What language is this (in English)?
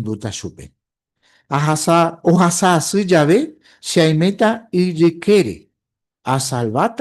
Guarani